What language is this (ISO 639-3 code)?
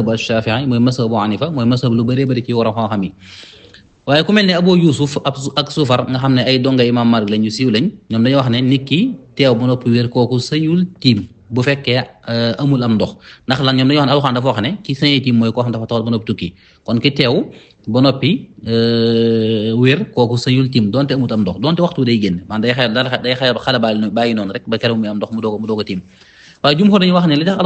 wol